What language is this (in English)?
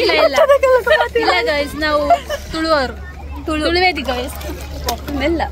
Tulu